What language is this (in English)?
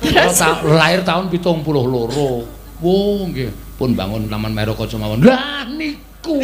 Javanese